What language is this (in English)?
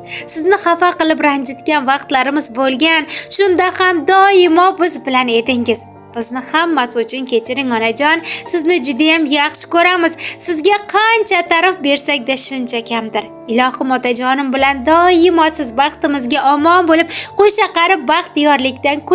Uzbek